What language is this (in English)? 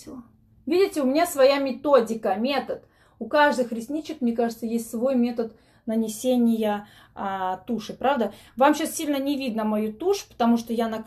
Russian